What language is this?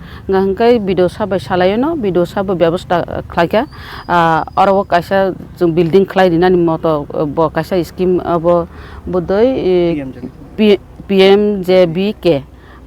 Kok Borok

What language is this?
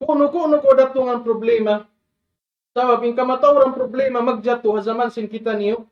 Tausug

